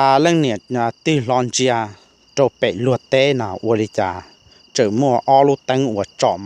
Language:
Hmong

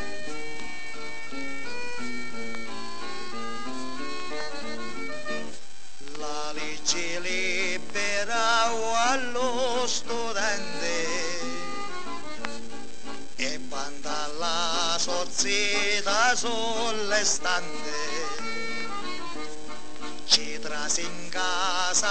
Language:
Italian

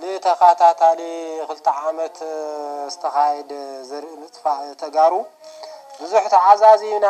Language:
Tigrinya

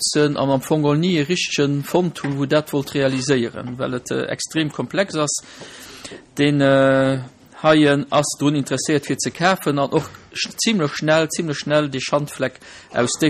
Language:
Luxembourgish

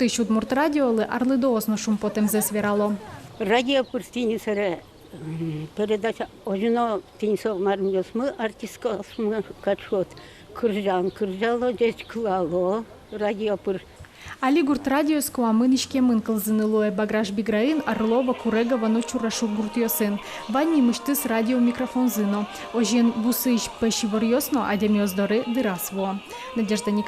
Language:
Udmurt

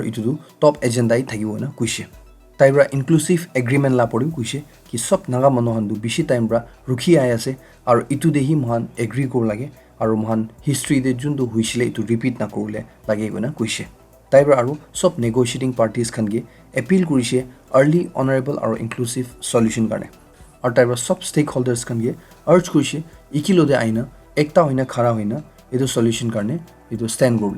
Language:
Naga Pidgin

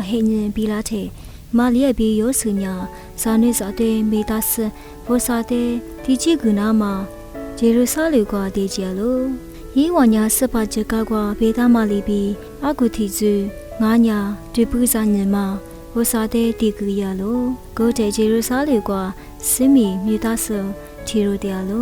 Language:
Lisu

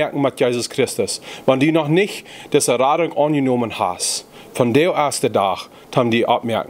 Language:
Plautdietsch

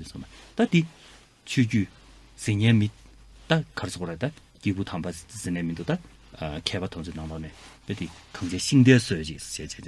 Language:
Tibetan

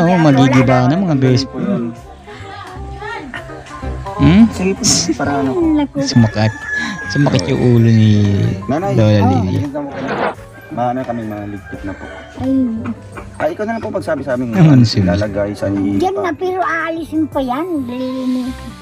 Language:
Filipino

